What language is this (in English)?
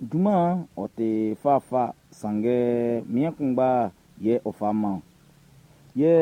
Baoulé